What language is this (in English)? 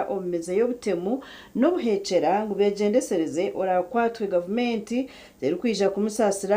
Nyankole